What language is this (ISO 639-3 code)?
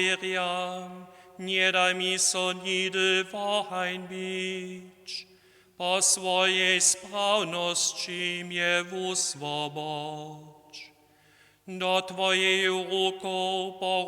hsb